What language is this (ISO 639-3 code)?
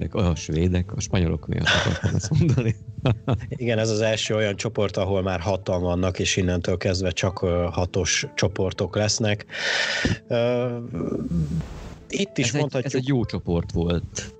hun